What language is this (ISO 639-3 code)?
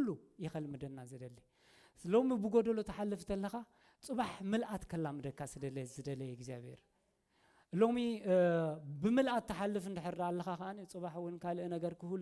tir